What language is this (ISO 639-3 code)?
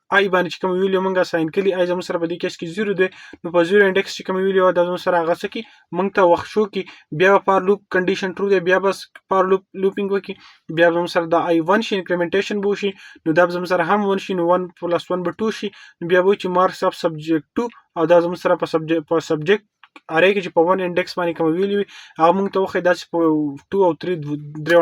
pus